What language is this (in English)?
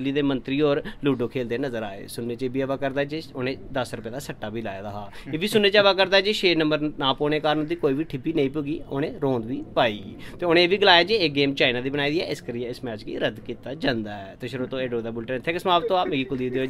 Dogri